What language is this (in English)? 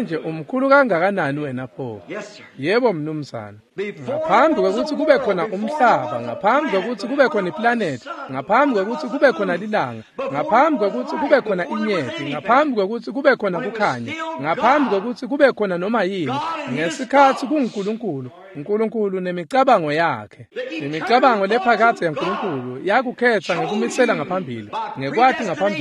Swati